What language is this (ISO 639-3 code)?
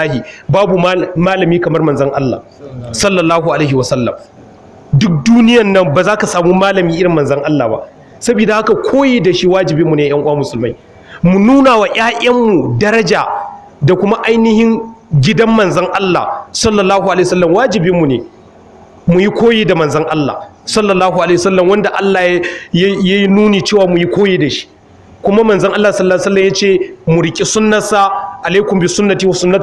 hau